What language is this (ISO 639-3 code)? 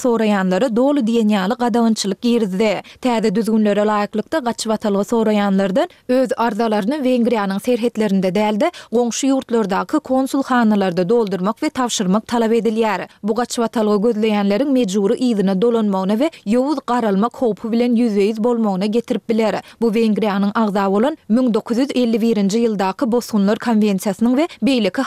tuk